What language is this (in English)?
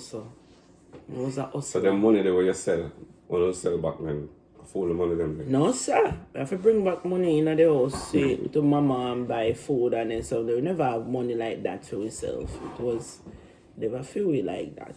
Jamaican Creole English